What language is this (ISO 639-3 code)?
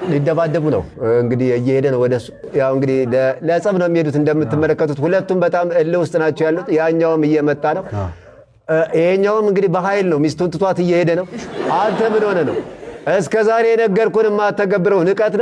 amh